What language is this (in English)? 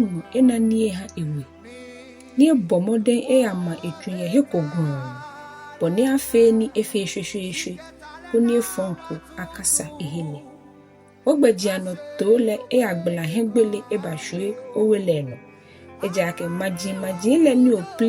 Ga